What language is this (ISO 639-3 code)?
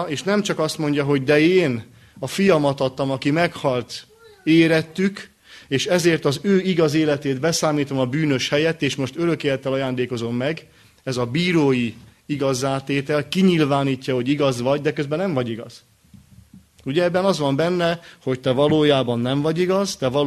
hun